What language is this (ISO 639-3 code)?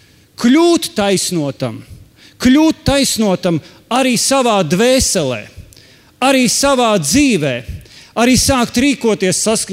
lav